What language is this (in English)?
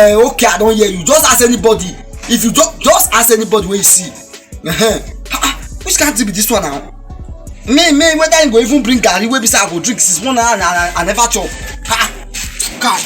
Nigerian Pidgin